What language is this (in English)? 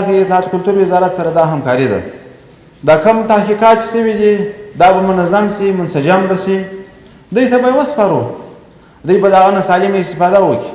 Pashto